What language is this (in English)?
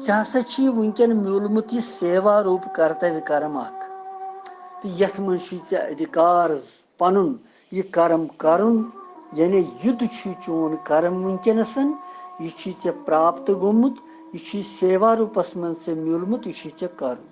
Kashmiri